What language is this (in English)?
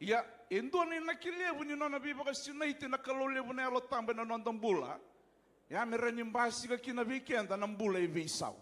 Fijian